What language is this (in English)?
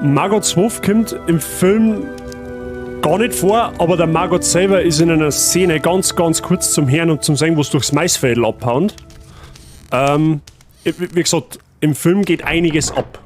Bavarian